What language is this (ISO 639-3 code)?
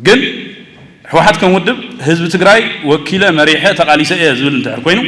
tir